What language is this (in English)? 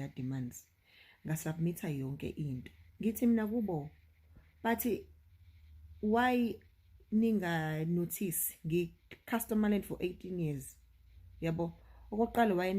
Zulu